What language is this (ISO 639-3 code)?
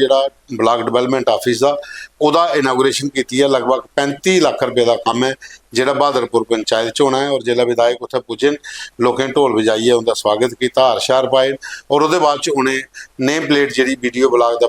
doi